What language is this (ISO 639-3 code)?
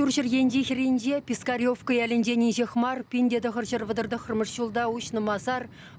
chv